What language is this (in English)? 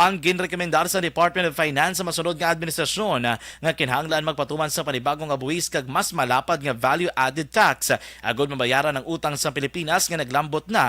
Hiligaynon